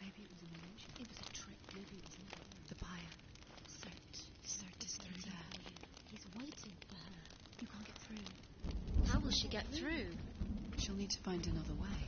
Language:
Swiss German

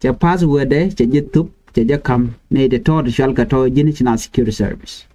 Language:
Nuer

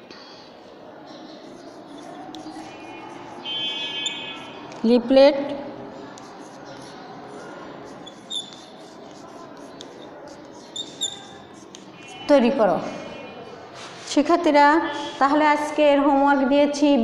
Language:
Bangla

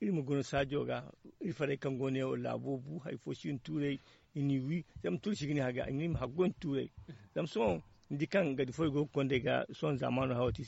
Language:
Zarma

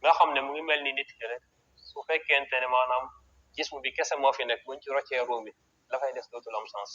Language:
Wolof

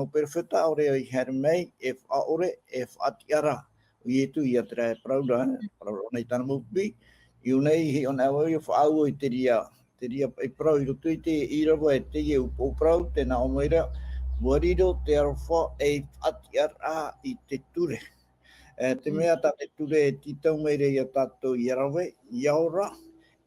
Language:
Tahitian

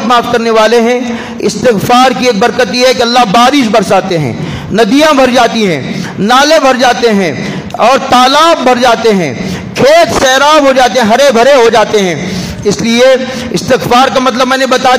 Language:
Urdu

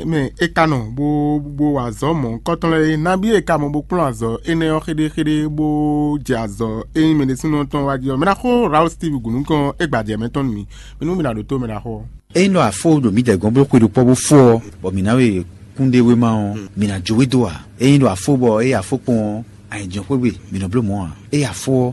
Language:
Fon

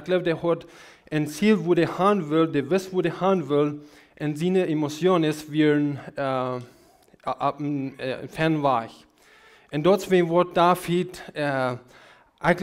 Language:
Plautdietsch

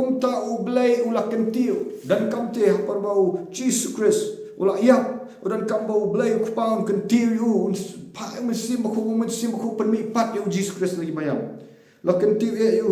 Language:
Khasi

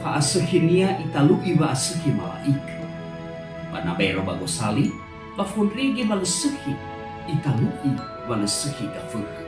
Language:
Nias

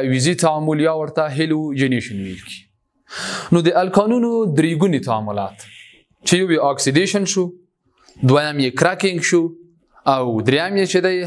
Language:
Pashto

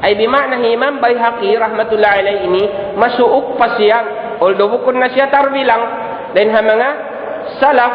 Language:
Tausug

